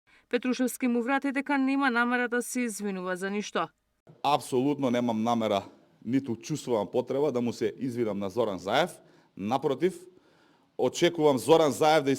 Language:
Macedonian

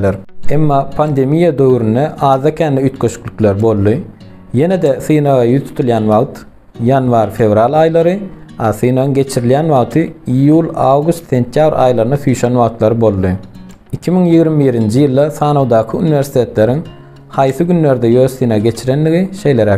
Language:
Turkmen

